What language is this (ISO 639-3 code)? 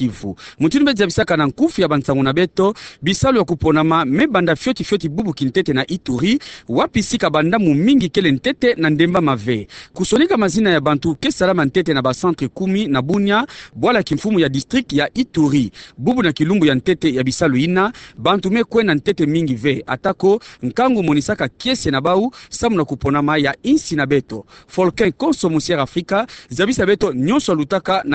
ktu